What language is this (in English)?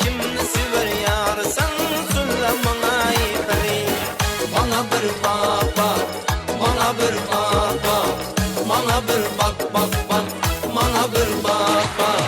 Kara-Kalpak